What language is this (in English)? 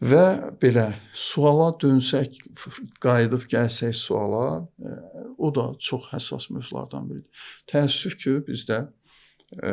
Azerbaijani